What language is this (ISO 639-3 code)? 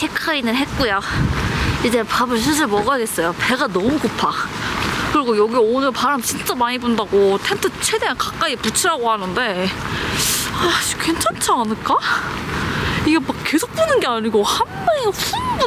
kor